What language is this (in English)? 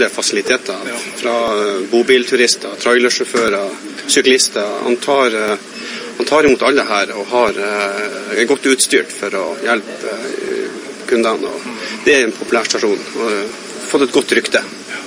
Norwegian